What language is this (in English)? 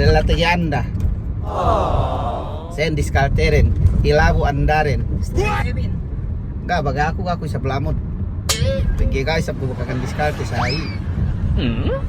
Yakan